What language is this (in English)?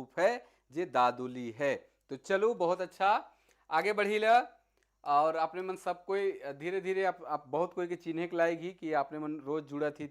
Sadri